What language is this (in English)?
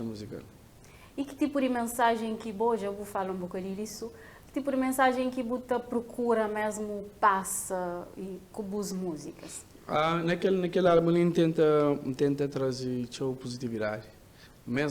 Kabuverdianu